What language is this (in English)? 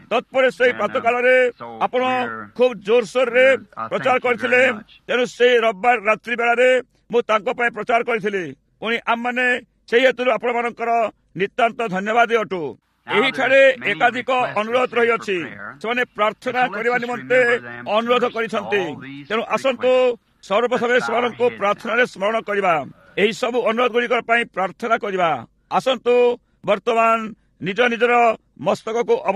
Odia